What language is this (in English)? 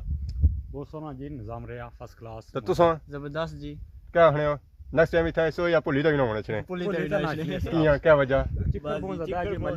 Pahari-Potwari